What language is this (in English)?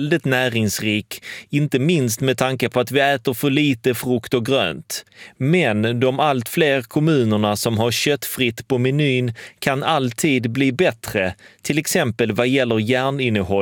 Swedish